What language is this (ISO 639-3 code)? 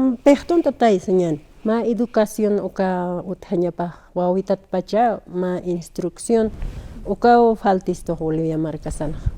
aym